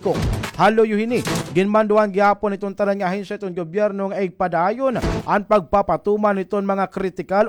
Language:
Waray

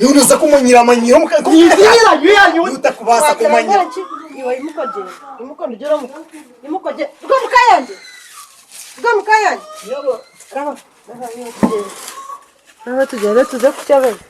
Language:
Nyankole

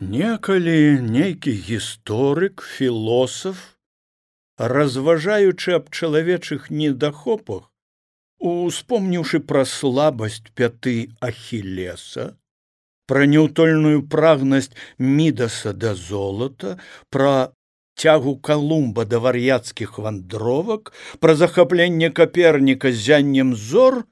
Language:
Belarusian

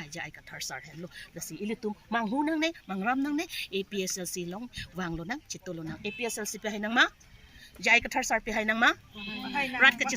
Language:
Karbi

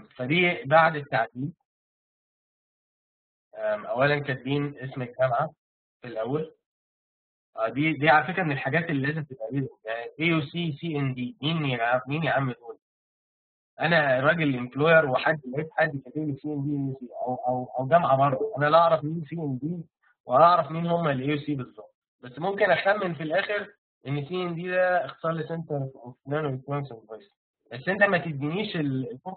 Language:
Egyptian Arabic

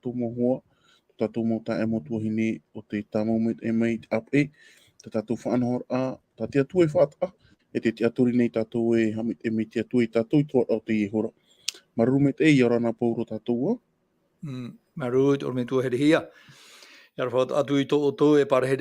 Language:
Tahitian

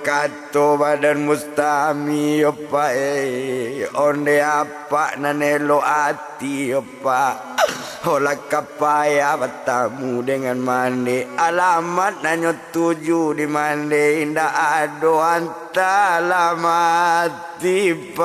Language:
Minangkabau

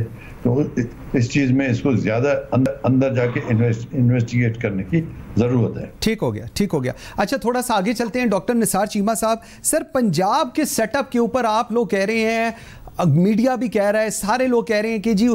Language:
Urdu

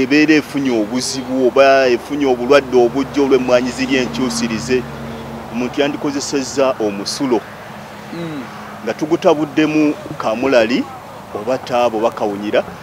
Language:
Ganda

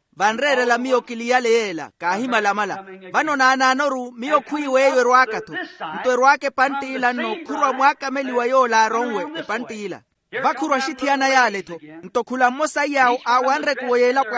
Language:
Makhuwa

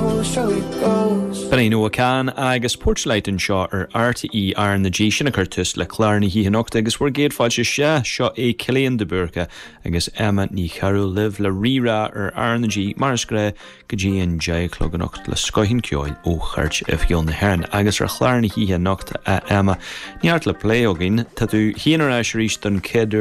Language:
Irish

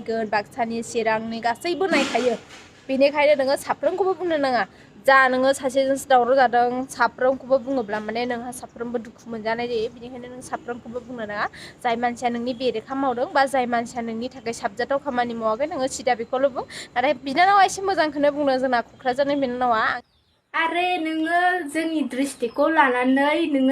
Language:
Bodo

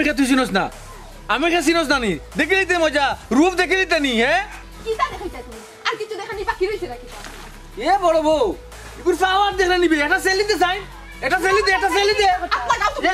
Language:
Sylheti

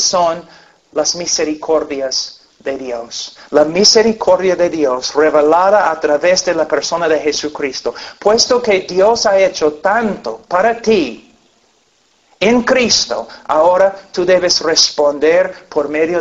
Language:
Spanish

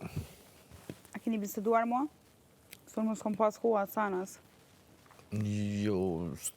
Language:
Albanian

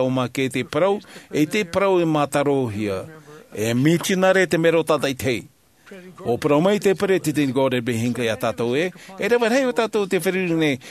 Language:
Tahitian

